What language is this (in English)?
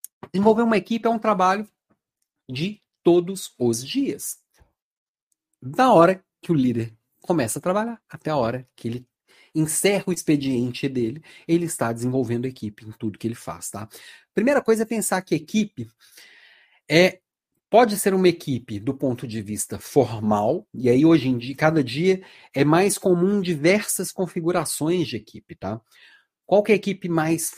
Portuguese